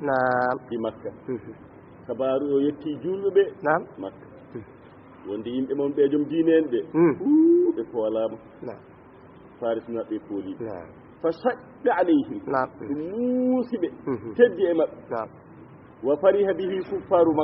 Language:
Fula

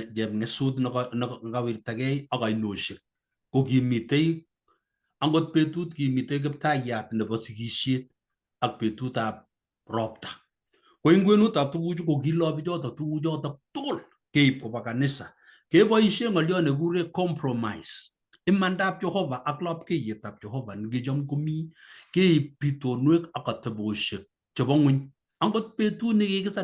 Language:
Kalenjin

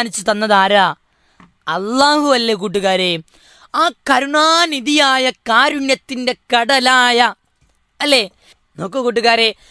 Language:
Malayalam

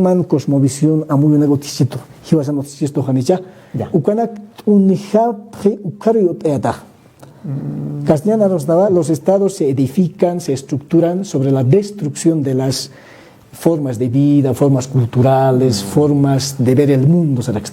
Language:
Aymara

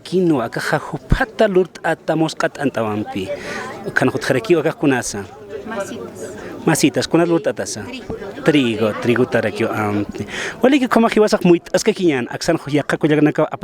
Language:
Aymara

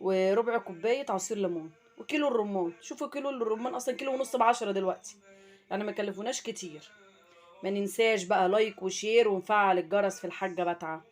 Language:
Egyptian Arabic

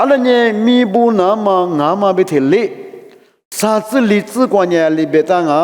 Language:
Lisu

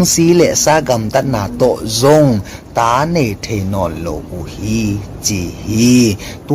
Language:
Tedim Chin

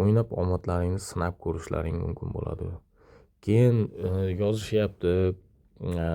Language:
Uzbek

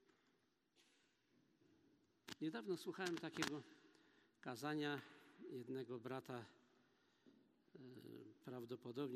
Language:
Polish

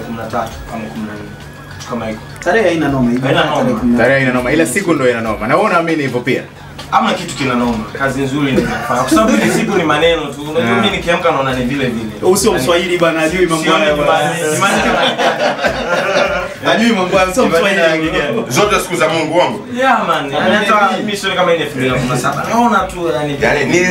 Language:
Swahili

